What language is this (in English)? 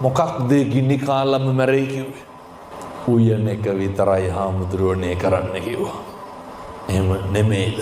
Sinhala